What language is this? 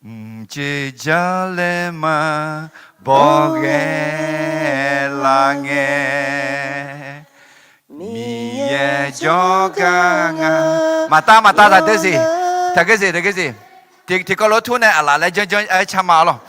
Akha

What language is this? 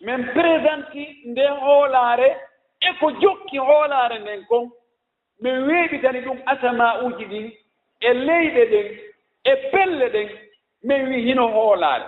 Fula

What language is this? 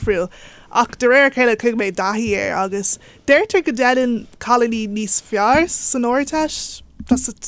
Irish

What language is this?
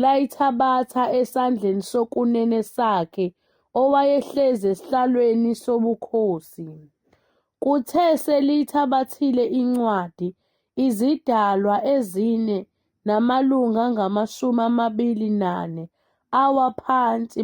Zulu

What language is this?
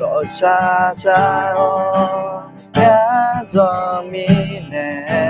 Akha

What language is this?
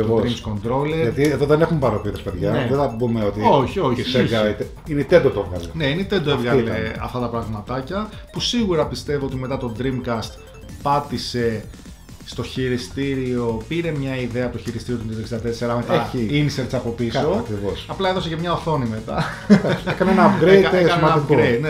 Greek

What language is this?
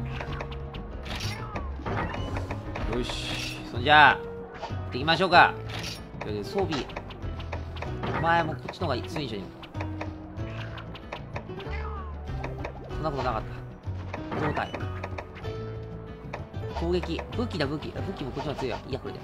Japanese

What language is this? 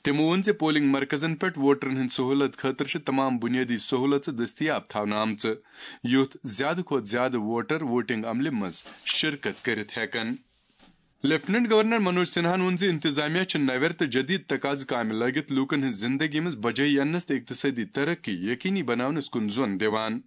Kashmiri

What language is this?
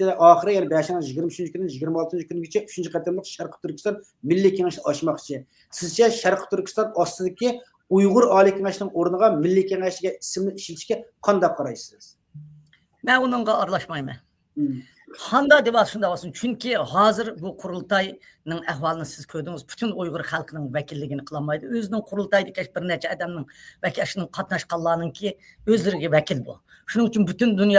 Uyghur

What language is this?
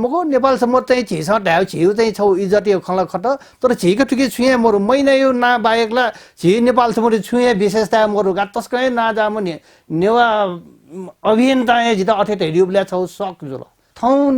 Newari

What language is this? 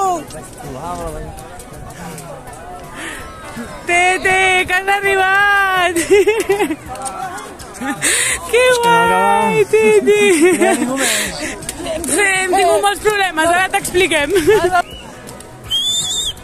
Catalan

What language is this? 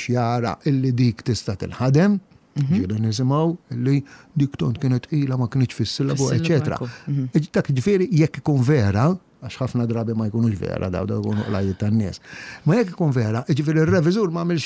Maltese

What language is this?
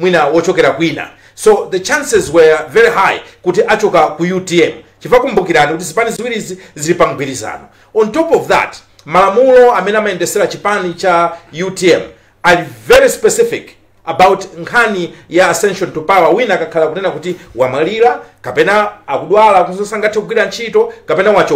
Nyanja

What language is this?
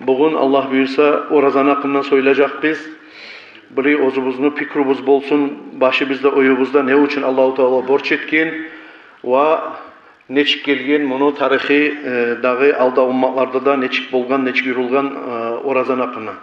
Kumyk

